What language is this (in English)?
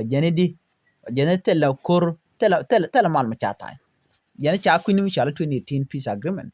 Nuer